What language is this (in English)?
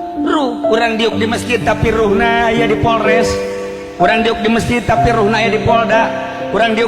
Sundanese